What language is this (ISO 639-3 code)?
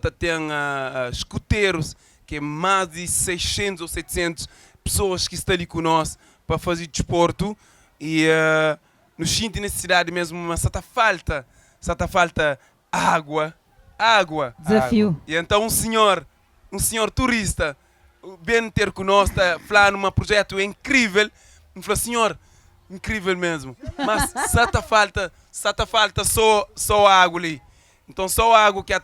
kea